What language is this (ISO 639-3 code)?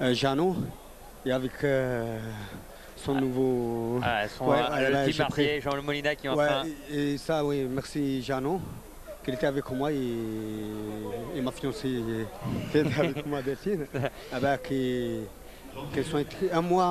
fra